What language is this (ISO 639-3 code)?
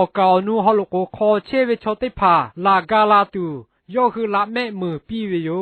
lhu